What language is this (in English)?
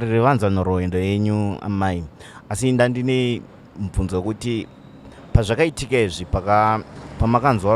Shona